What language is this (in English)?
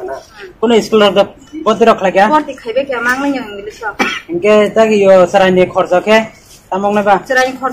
Kok Borok